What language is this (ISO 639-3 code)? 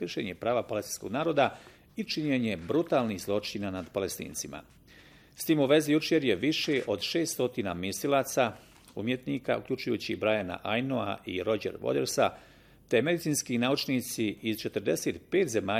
bos